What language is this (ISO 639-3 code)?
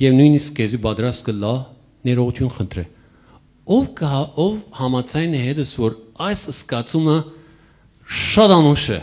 hyw